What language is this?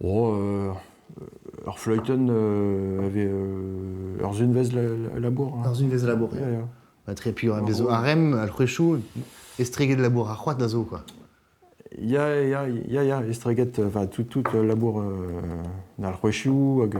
Breton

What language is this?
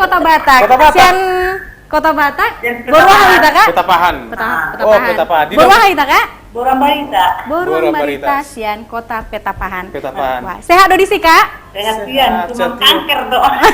Batak Toba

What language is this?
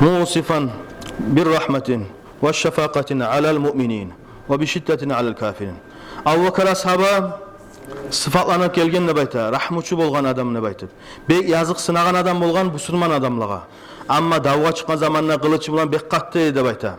Kumyk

